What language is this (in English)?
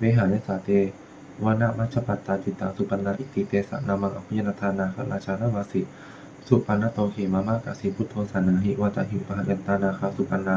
Pali